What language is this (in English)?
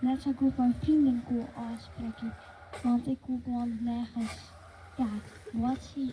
Western Frisian